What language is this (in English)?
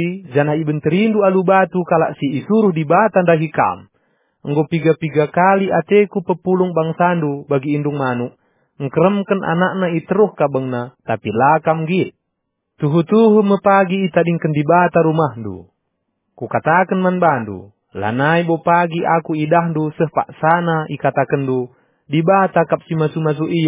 Batak Karo